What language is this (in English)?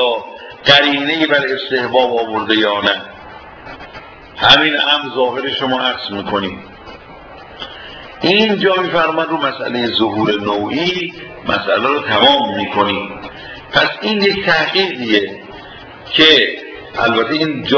Persian